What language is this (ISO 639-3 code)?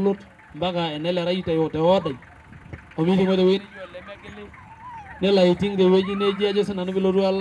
mas